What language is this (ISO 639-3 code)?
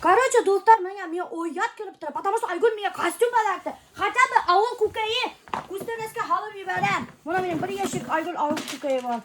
bak